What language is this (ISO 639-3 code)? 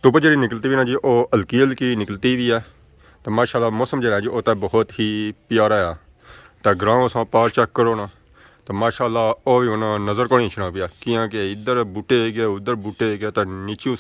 phr